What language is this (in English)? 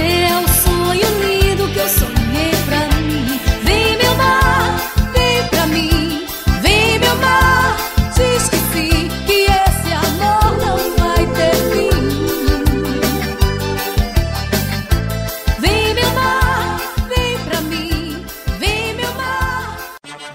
Portuguese